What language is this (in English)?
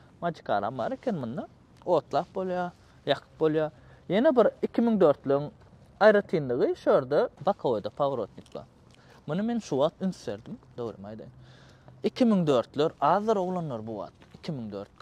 Turkmen